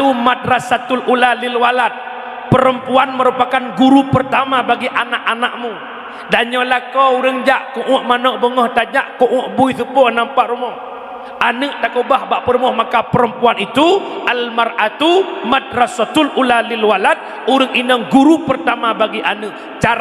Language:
Achinese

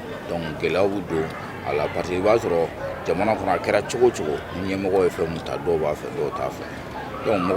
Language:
Bambara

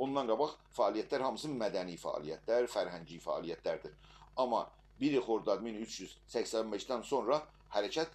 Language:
South Azerbaijani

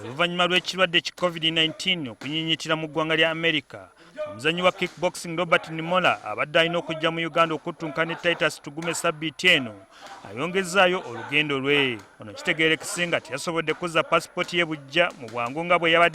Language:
Ganda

